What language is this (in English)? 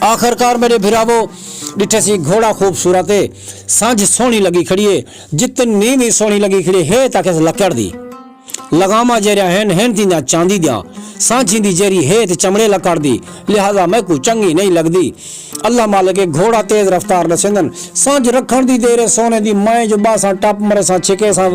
Saraiki